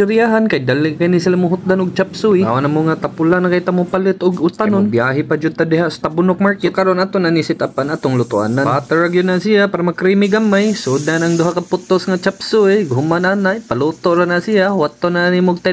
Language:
Cebuano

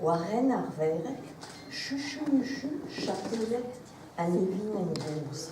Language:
Breton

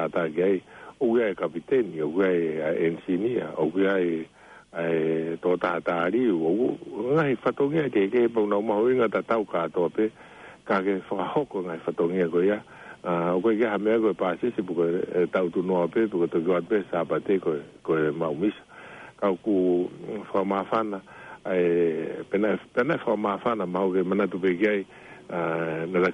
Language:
Tongan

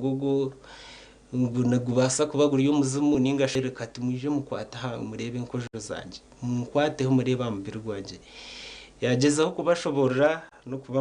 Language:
Nyankole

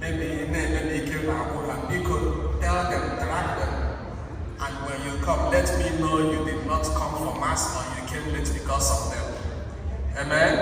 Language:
Igbo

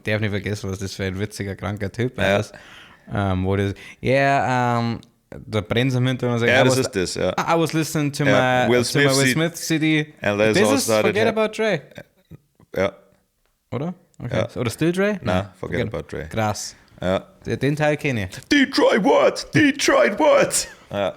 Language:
Bavarian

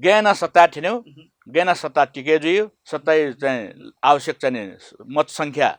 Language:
Newari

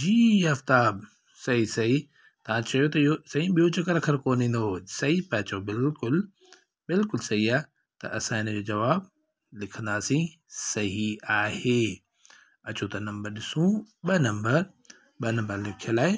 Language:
Sindhi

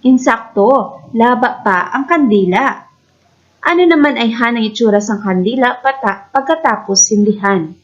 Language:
Hiligaynon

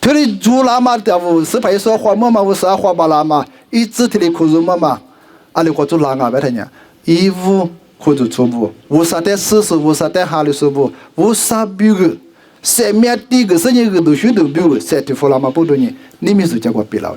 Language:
Lisu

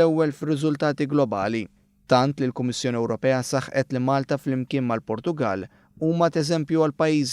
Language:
Maltese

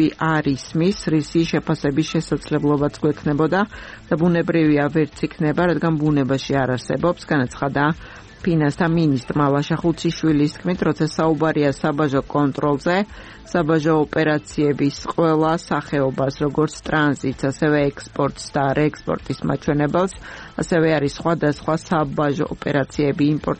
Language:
Georgian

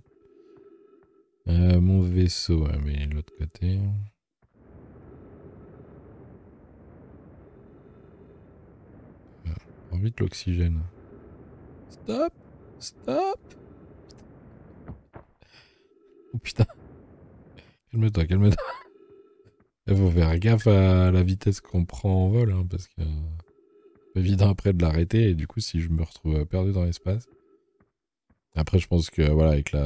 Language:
French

